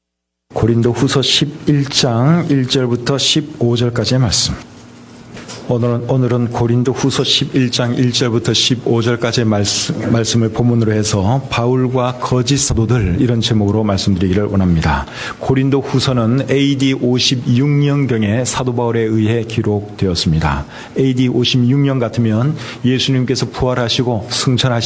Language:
Korean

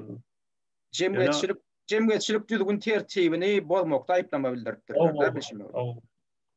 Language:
Turkmen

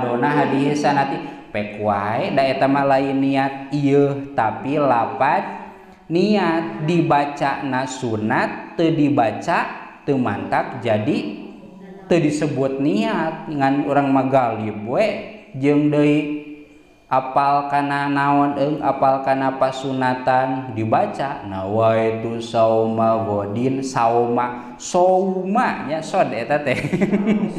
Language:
Sundanese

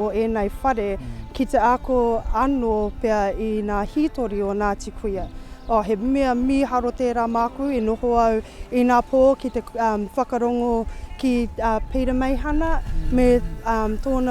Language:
Māori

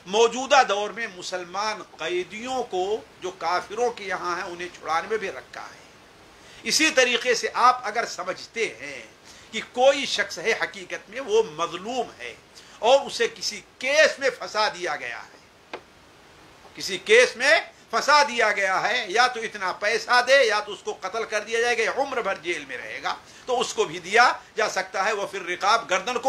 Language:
Urdu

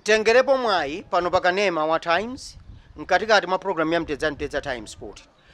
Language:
Nyanja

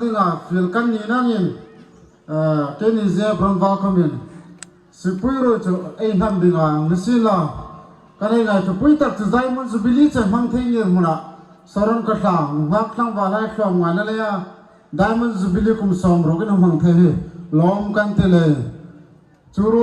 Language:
Hmar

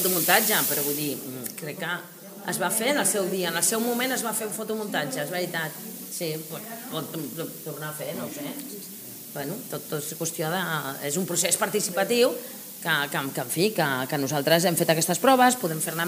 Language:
Catalan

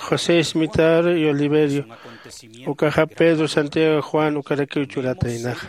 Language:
Aymara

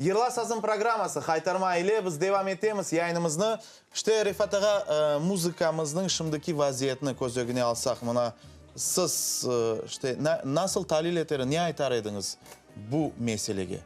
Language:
Crimean Tatar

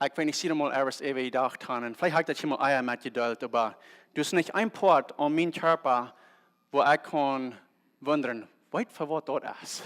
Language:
Plautdietsch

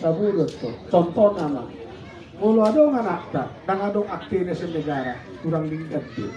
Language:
Batak Toba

